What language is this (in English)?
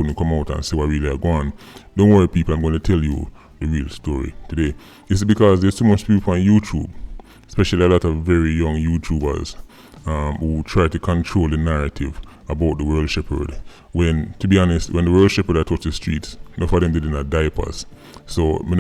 Jamaican Creole English